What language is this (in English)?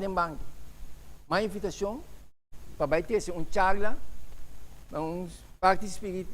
Papiamento